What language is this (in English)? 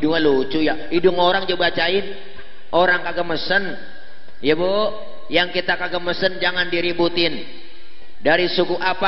Betawi